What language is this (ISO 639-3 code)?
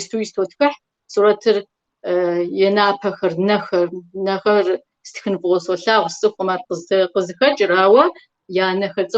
kbd